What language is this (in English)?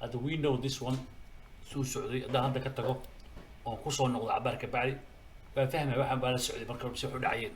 Somali